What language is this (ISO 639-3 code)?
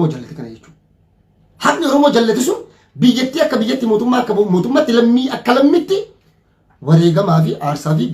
orm